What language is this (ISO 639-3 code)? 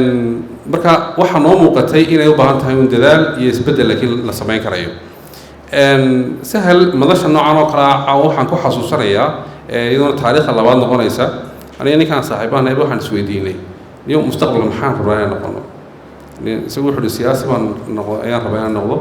som